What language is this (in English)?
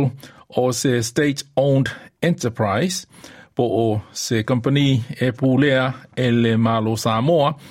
Samoan